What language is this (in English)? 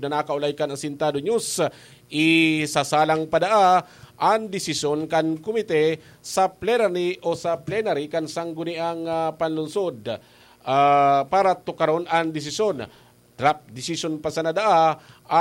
Bikol